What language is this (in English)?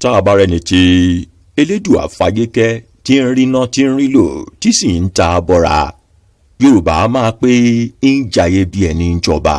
Yoruba